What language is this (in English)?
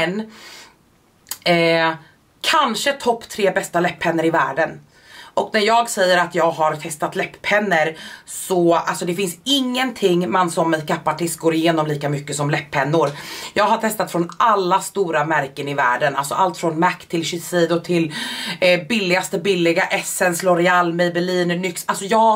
Swedish